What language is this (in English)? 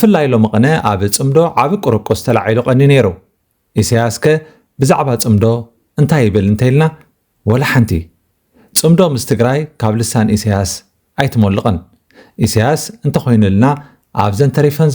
Tigrinya